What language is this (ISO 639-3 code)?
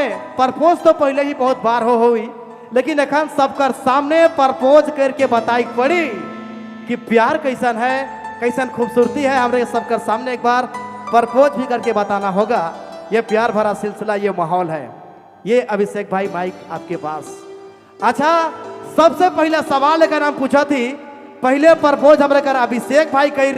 sck